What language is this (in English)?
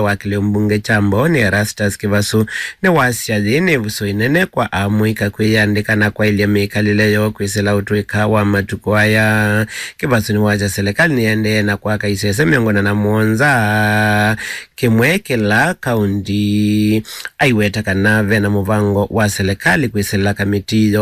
Kamba